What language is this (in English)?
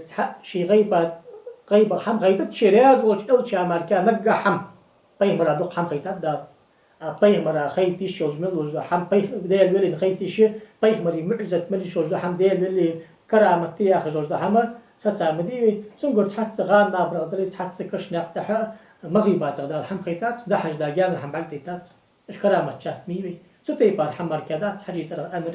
Ingush